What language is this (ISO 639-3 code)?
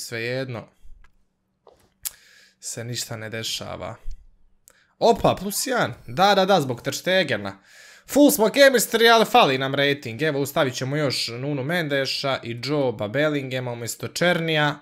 hrv